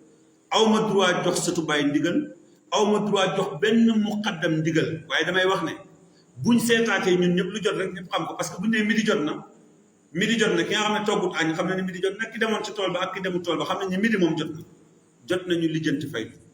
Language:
Wolof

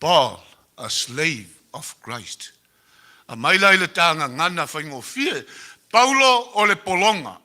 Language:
Samoan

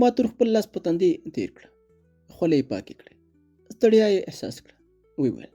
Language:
Pashto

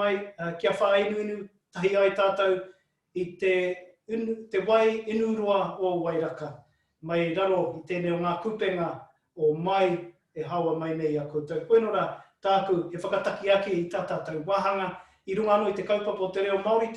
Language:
Māori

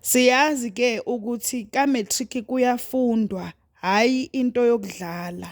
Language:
Zulu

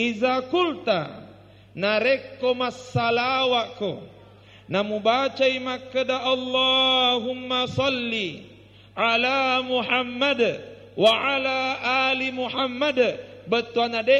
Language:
Buginese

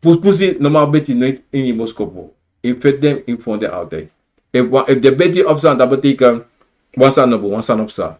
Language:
Sranan Tongo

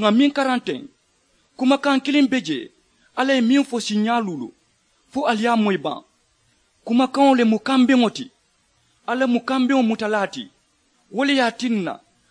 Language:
Mandingo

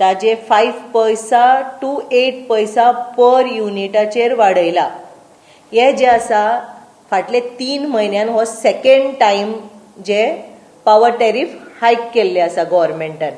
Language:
Konkani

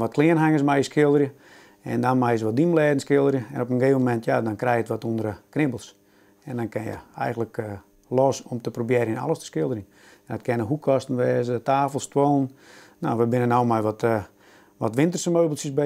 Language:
Western Frisian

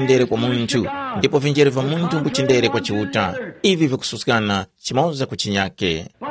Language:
Tumbuka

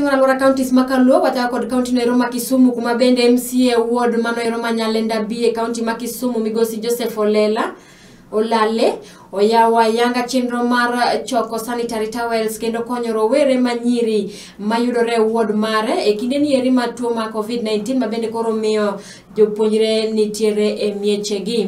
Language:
Luo (Kenya and Tanzania)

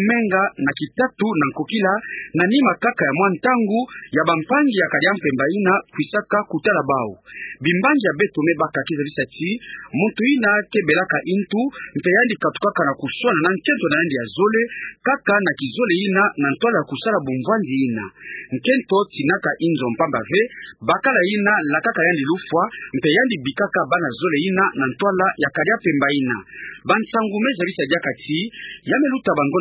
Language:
Kituba (Democratic Republic of Congo)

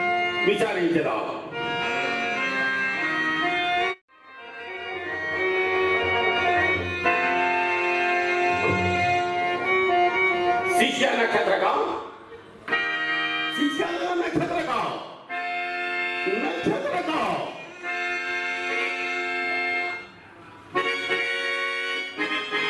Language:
Telugu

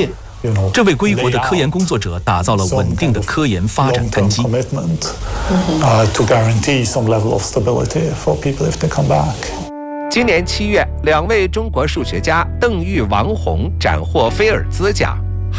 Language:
Chinese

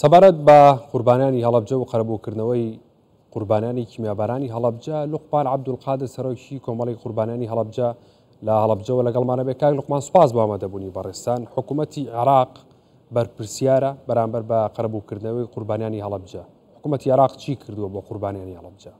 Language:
Central Kurdish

